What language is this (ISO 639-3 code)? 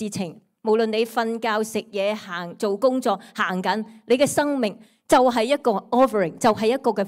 yue